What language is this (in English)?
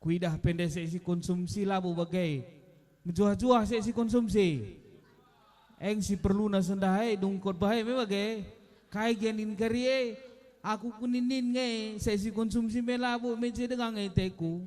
Batak Karo